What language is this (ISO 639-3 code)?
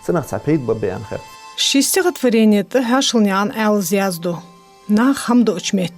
inh